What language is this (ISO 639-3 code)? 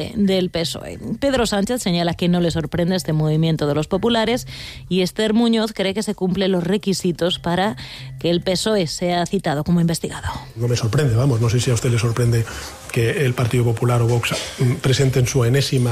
spa